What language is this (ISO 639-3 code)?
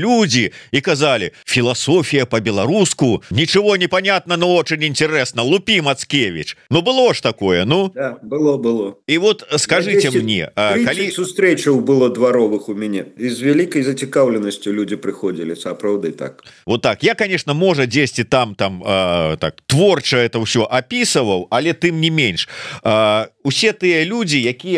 bel